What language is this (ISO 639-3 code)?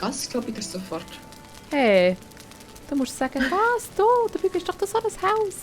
gsw